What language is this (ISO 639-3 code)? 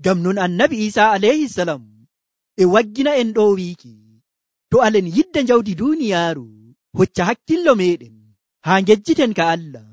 fuv